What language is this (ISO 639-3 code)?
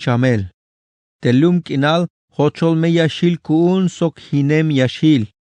tzh